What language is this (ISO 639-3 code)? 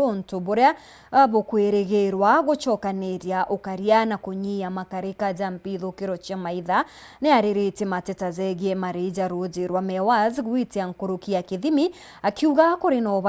mer